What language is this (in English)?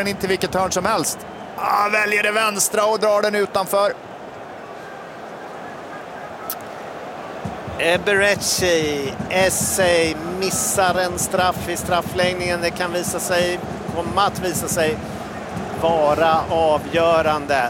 Swedish